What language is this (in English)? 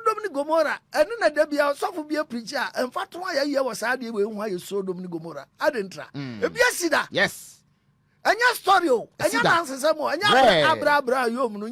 Akan